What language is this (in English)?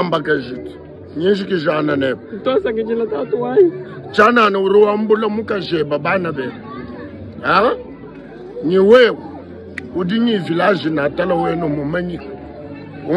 Luba-Lulua